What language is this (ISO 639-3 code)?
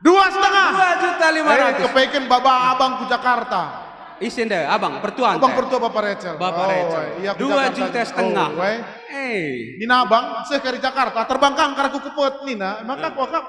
btx